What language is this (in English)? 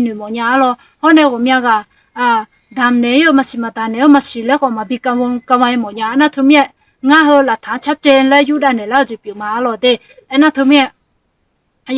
Akha